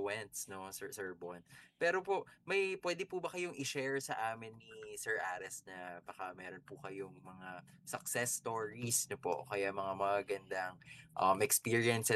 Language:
Filipino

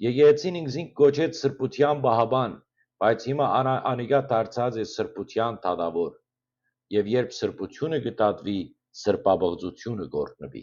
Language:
Western Armenian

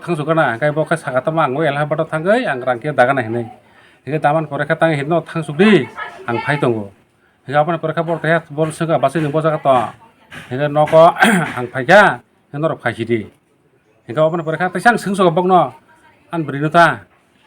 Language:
Kok Borok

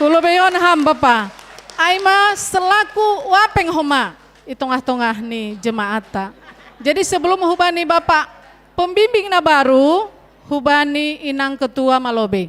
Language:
Batak Simalungun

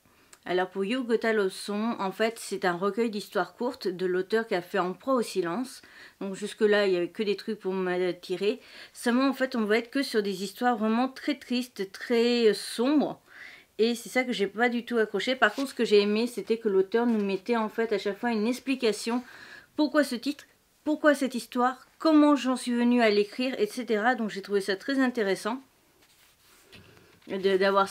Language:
French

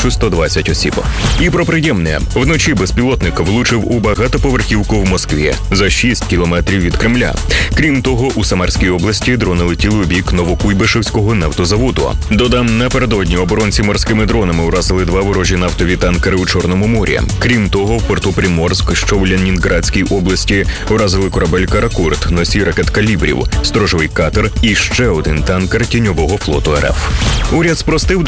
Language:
Ukrainian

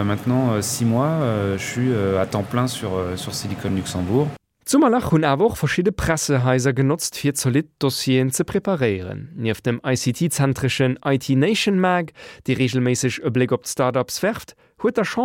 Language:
Luxembourgish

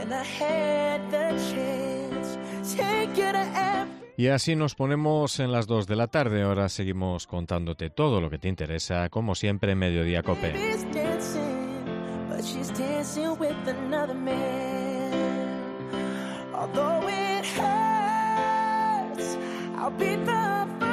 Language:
Galician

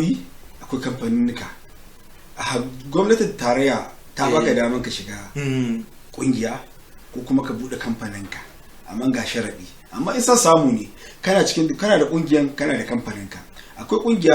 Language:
Hausa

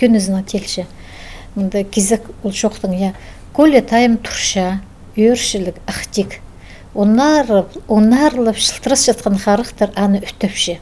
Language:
Khakas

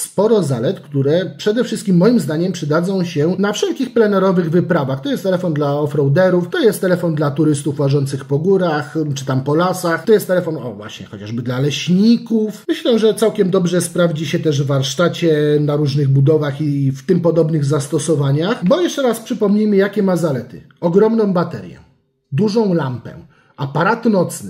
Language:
Polish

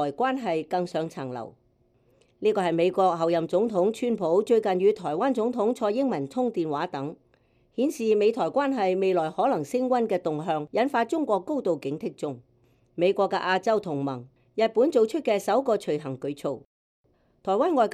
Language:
Cantonese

